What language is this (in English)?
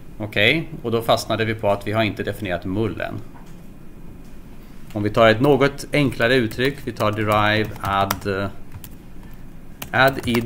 Swedish